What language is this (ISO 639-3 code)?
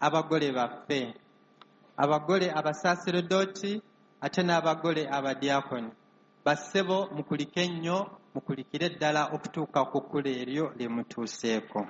lug